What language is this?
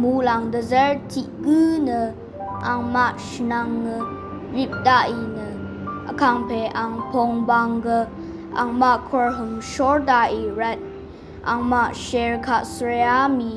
Rawang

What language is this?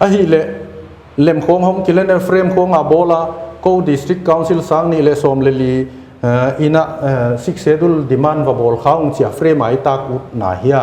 Paite Chin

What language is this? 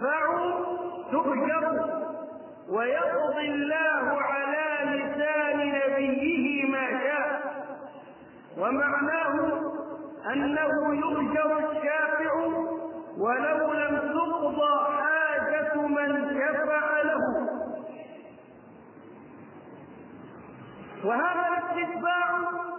Arabic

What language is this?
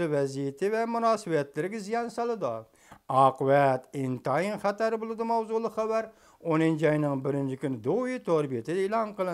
Uyghur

